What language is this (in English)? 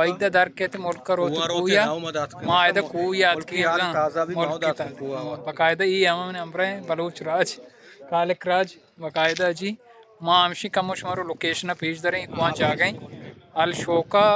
Baluchi